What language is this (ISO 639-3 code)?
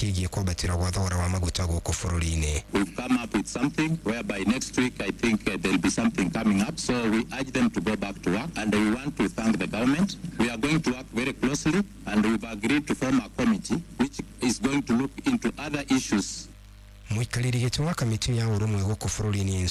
kik